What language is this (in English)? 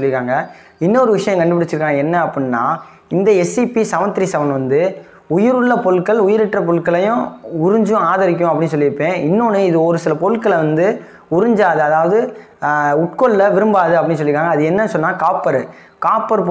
Tamil